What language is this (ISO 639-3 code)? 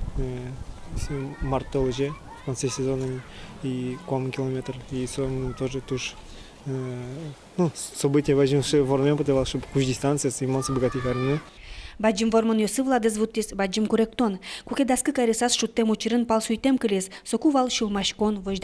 udm